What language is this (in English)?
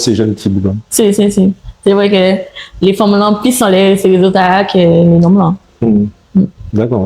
Guadeloupean Creole French